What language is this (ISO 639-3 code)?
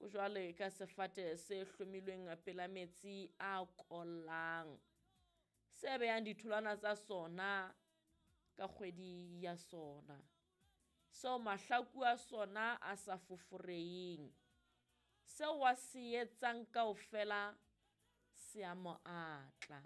sot